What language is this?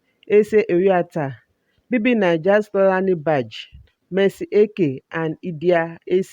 Nigerian Pidgin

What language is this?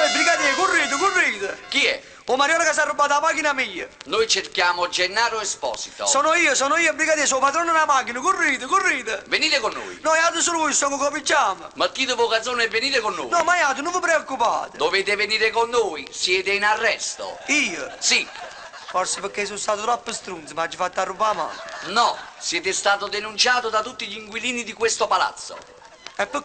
Neapolitan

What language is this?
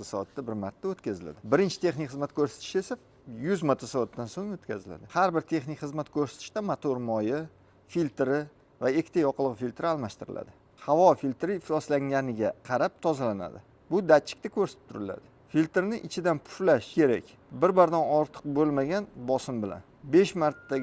Uzbek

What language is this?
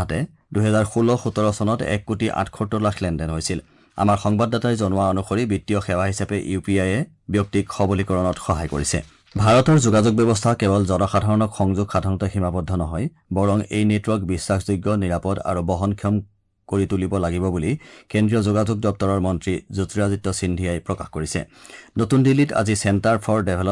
Assamese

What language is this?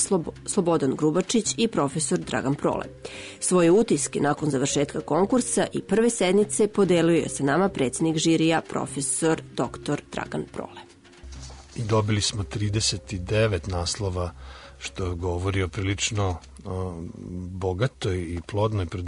Serbian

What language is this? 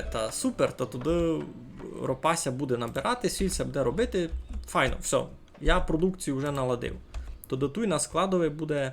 Rusyn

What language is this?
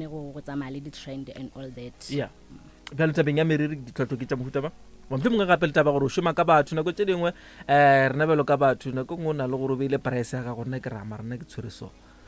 Northern Sotho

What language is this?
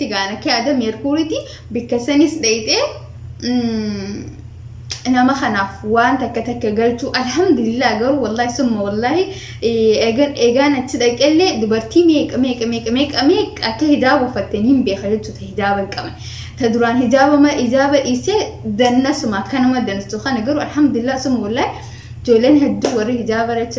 Oromo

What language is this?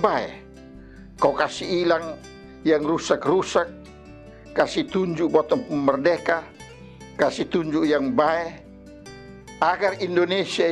Kupang Malay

